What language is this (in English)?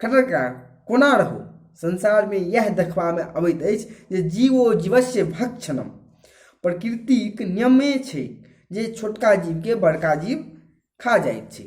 Maithili